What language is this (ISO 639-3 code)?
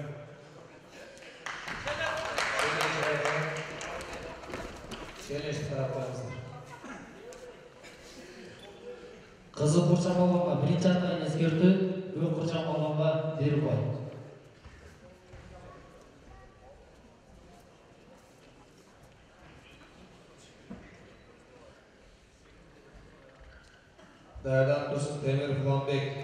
kaz